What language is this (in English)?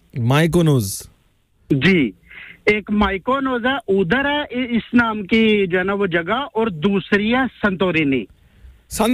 Hindi